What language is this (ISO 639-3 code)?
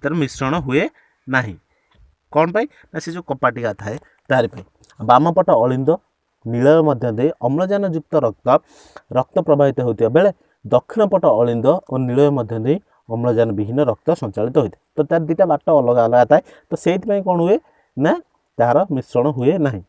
ori